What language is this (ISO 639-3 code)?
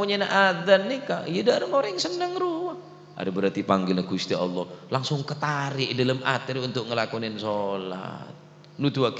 mad